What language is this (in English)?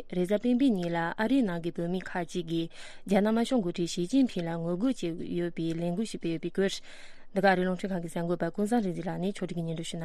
Tibetan